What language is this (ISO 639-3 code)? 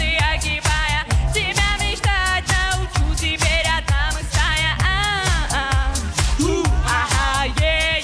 oss